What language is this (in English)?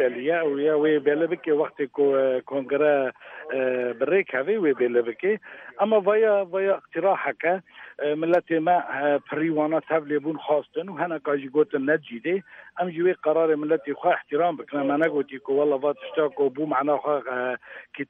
Kurdish